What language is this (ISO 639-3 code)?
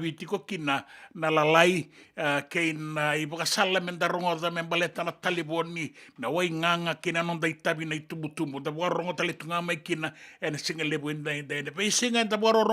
fij